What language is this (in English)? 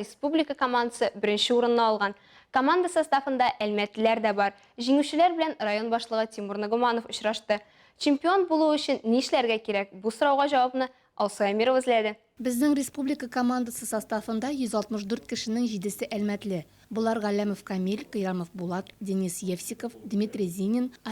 Tatar